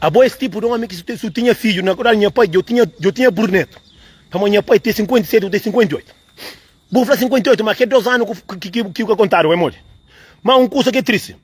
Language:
Kabuverdianu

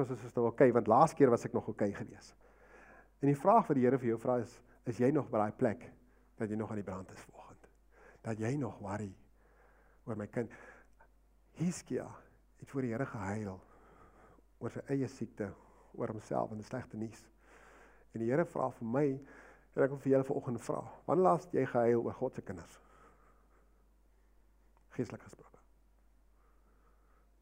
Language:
Afrikaans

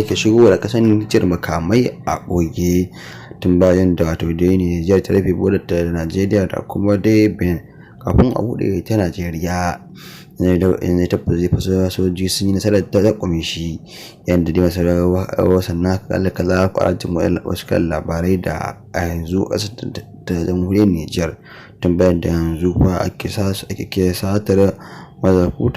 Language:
Hausa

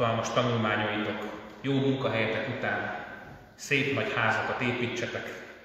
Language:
Hungarian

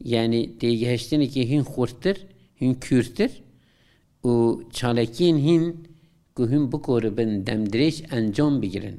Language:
Kurdish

